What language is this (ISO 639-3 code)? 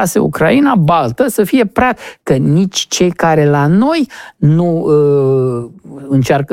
ron